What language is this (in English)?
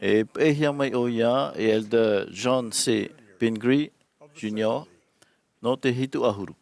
Tahitian